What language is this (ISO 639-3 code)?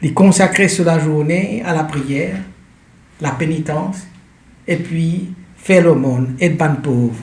mfe